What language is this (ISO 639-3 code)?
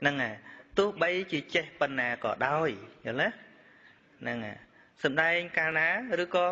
khm